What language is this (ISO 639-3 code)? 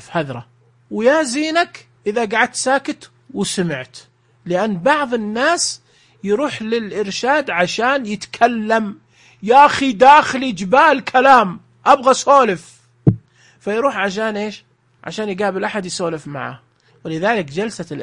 ars